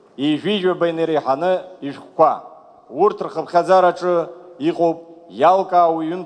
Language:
Abkhazian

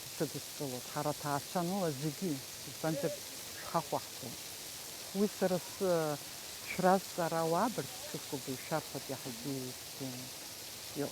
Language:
Abkhazian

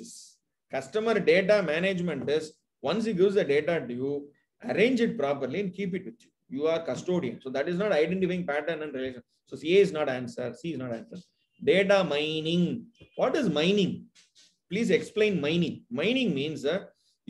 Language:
English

